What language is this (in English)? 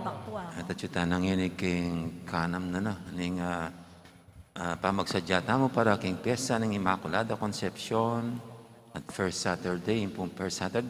Pampanga